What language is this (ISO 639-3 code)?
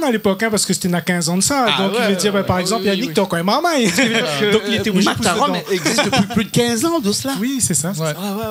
rcf